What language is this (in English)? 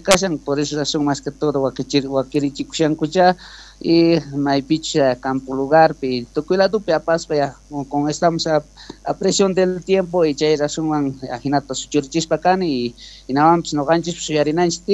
South Bolivian Quechua